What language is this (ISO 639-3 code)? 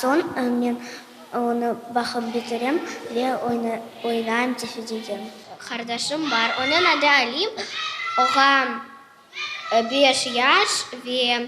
crh